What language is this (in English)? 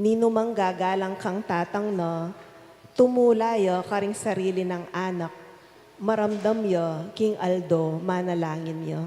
Pampanga